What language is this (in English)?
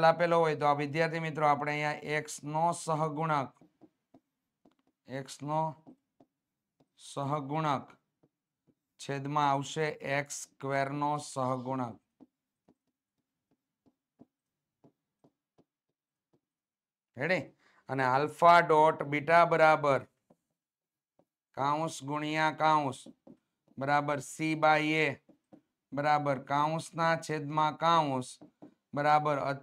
Gujarati